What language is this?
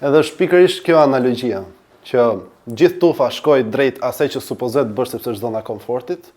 Albanian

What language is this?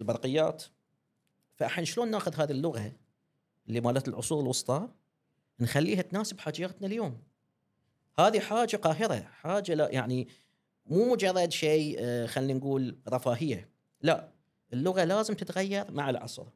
Gulf Arabic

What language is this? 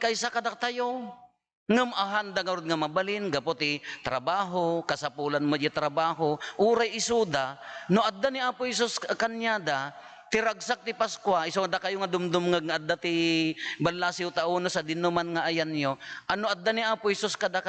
Iloko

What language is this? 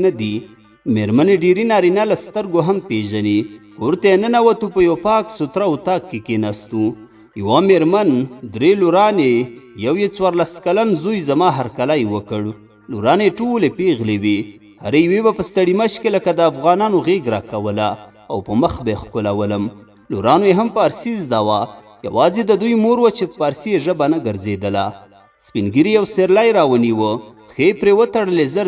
Pashto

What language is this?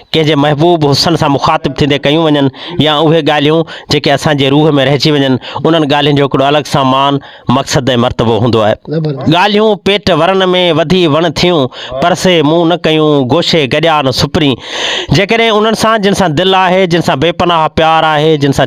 Sindhi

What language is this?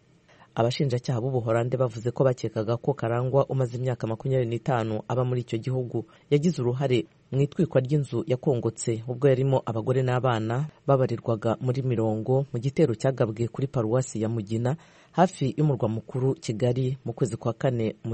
Kinyarwanda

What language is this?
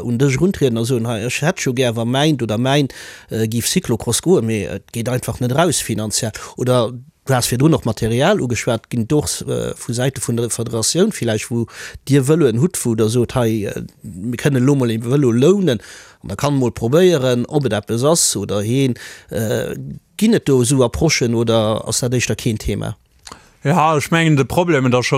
Luxembourgish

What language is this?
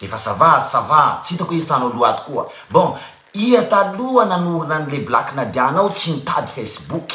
Malagasy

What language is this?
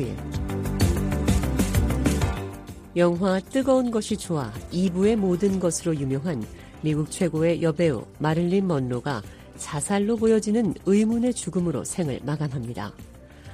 Korean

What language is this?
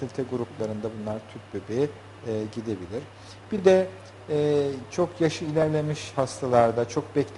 Turkish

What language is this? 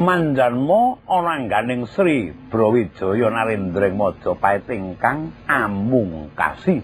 Javanese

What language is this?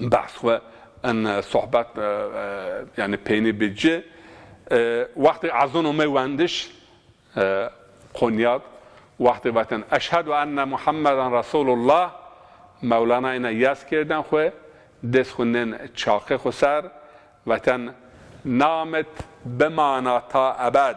Zaza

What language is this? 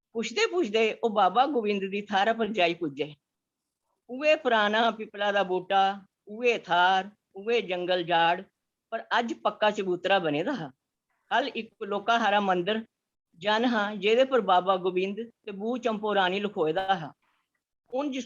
Dogri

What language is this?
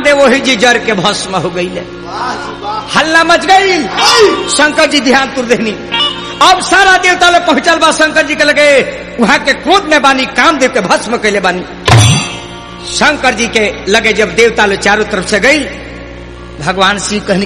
Bhojpuri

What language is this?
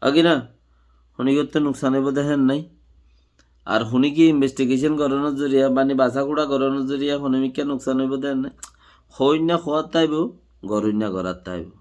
Rohingya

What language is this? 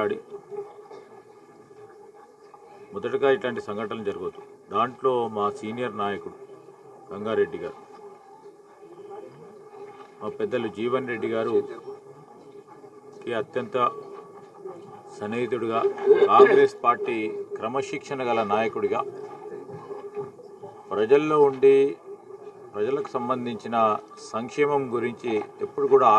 Telugu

